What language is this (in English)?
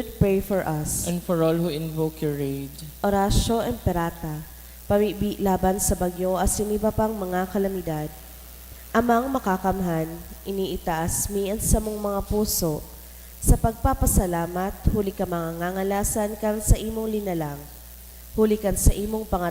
Bikol